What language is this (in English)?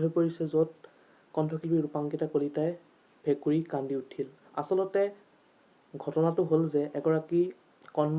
Assamese